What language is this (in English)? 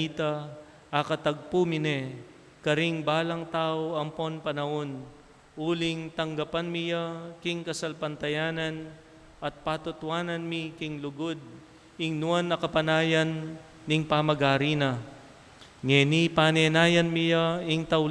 Pampanga